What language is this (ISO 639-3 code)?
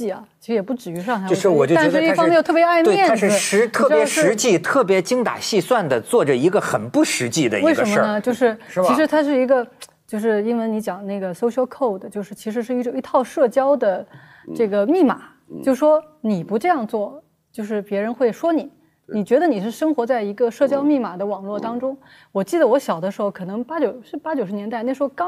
zho